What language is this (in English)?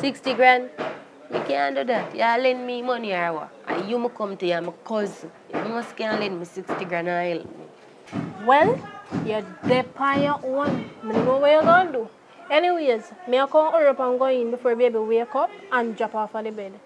Jamaican Creole English